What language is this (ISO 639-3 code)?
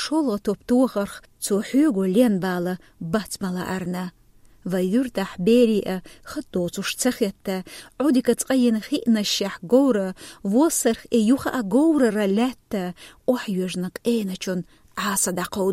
che